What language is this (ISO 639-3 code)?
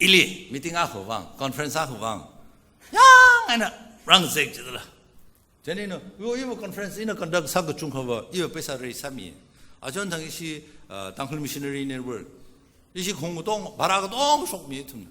nmf